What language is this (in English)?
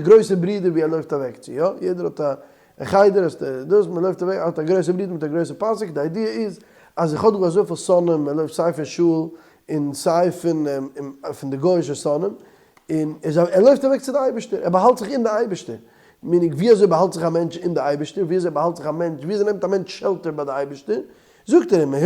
Yiddish